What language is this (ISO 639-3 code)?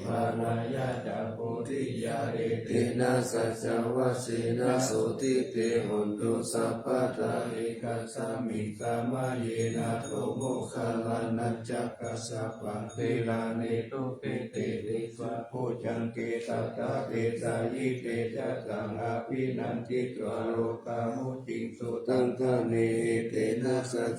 pli